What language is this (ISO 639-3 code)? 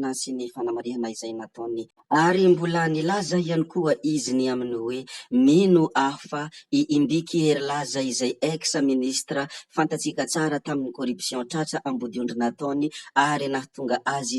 mlg